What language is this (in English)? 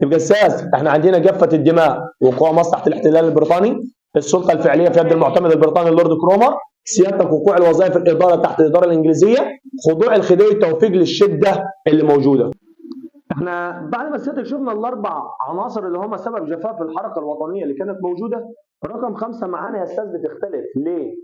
Egyptian Arabic